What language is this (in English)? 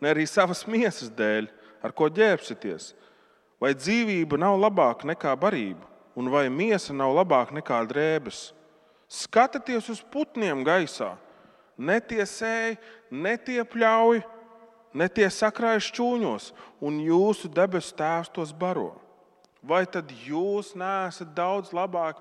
Latvian